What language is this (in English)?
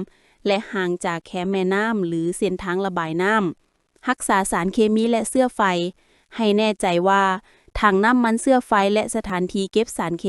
Lao